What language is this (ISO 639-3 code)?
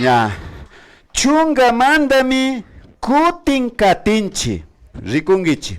qvi